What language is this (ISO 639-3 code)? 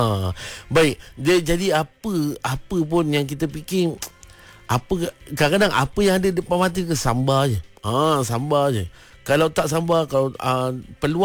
msa